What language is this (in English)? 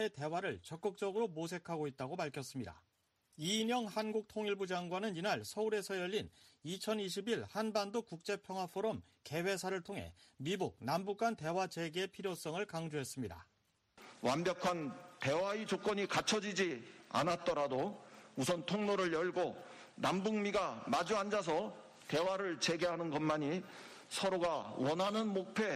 Korean